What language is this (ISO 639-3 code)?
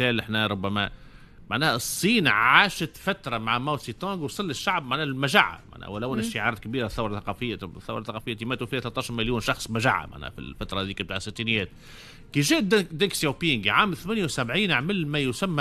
aeb